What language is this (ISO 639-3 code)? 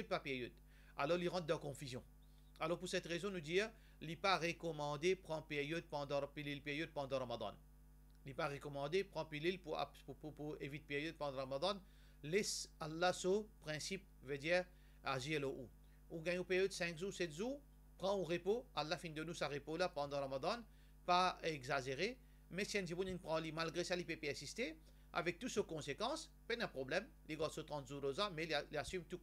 mfe